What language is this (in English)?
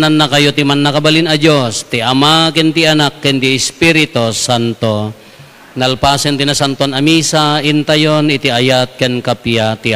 Iloko